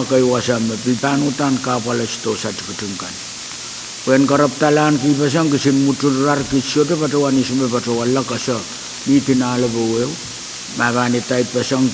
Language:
Pohnpeian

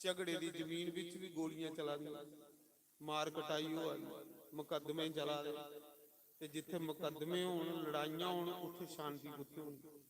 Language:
Dogri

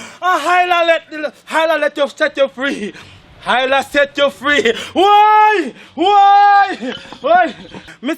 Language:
Jamaican Creole English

